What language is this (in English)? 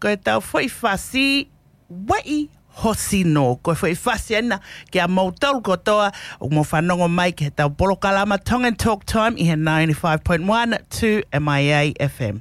Tongan